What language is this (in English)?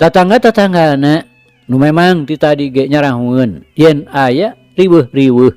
Sundanese